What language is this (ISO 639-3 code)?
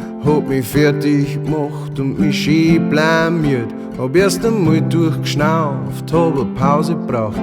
bar